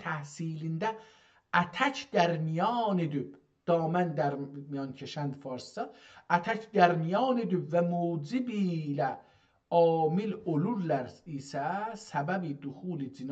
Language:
South Azerbaijani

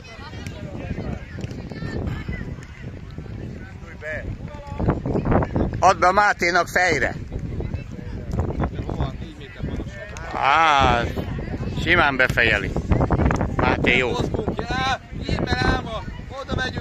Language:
Hungarian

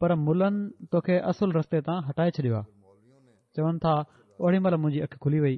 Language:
Sindhi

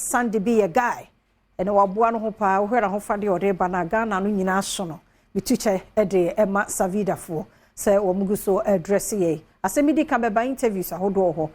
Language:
Akan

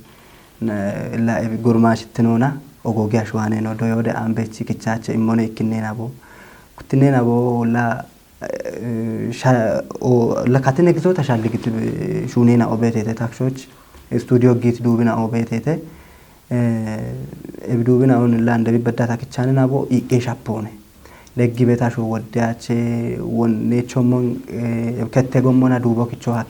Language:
Kafa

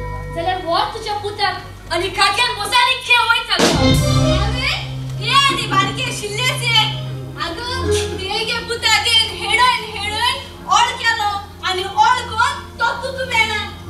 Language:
Konkani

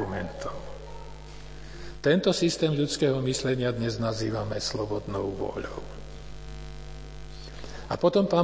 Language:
Slovak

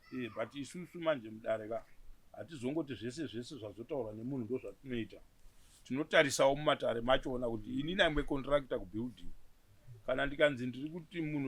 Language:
Shona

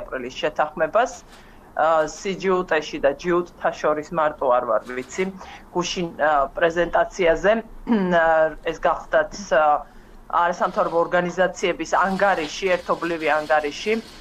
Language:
Georgian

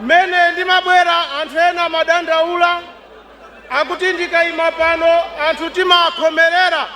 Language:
Nyanja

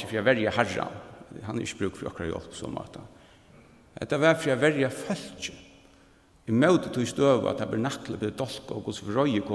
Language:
Faroese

